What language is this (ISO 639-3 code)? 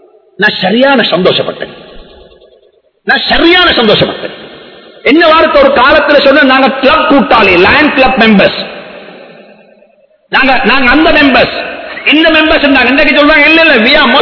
tam